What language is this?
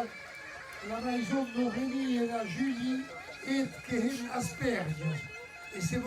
Occitan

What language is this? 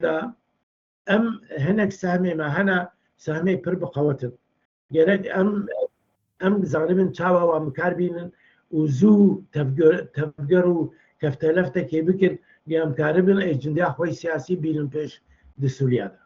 Kurdish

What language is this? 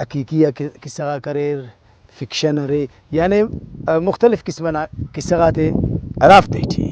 Brahui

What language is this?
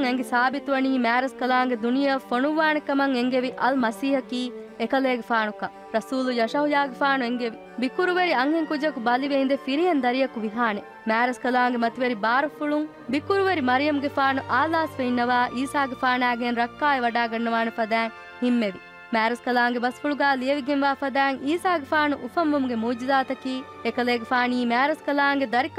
Divehi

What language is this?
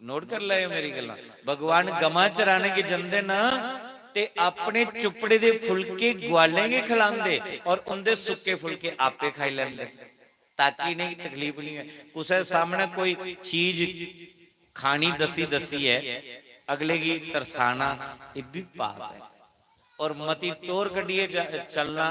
Dogri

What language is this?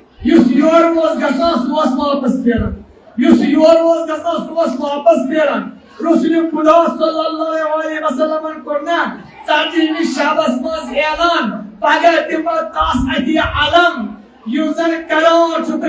Kashmiri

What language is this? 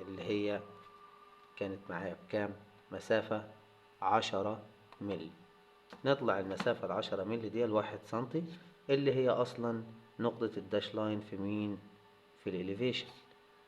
Egyptian Arabic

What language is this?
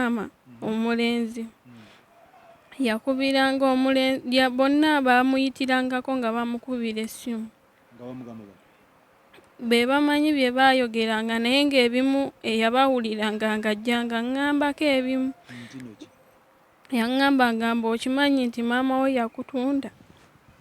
Ganda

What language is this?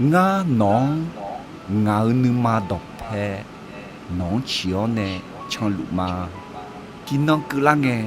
Akha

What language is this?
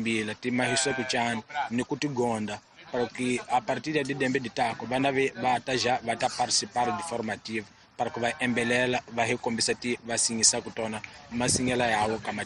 Tsonga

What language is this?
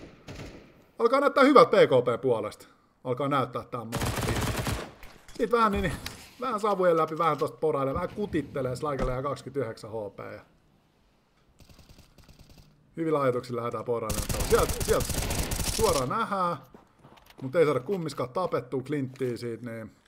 Finnish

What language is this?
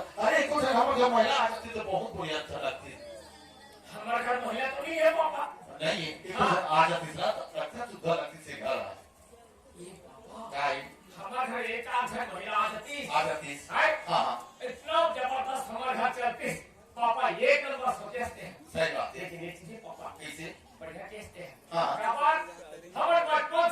Chhattisgarhi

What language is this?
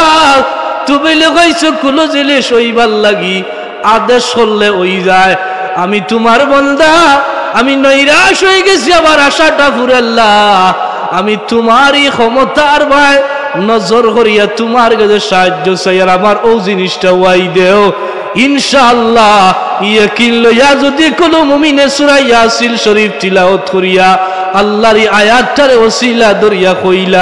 Sylheti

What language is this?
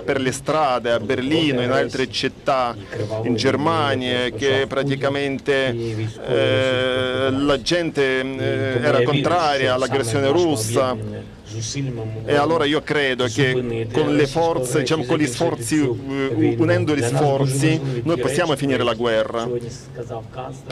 Italian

